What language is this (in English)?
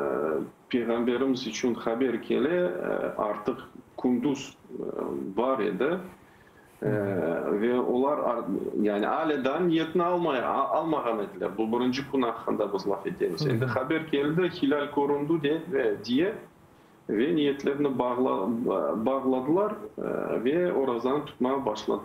Crimean Tatar